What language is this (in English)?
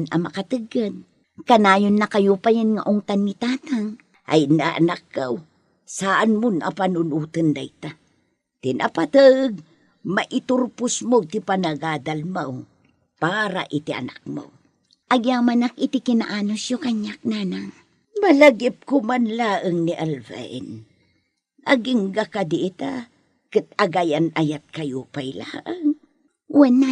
Iloko